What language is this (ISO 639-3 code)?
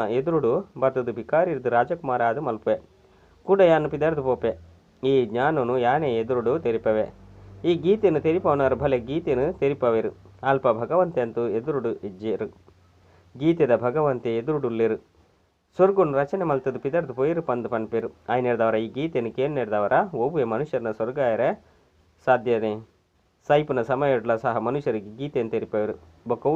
tcy